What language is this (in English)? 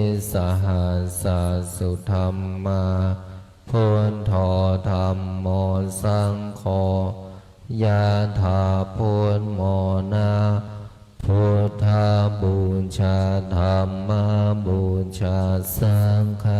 Pali